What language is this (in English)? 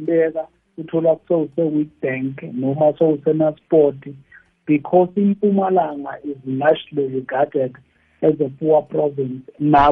South Ndebele